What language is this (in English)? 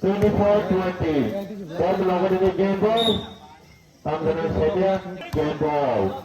Kok Borok